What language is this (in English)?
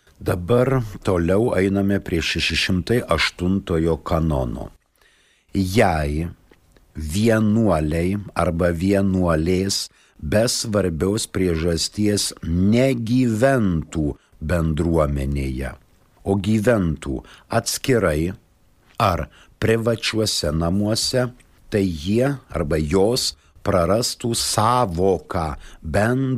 Lithuanian